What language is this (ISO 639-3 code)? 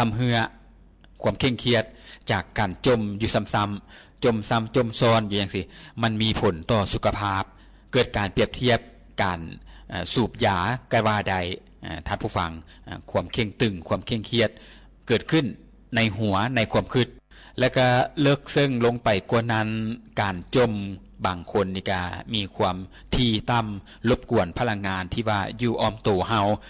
lao